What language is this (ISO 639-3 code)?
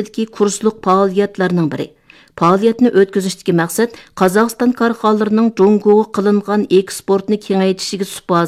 uig